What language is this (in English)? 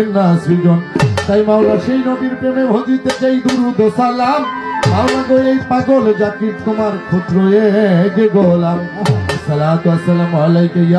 Bangla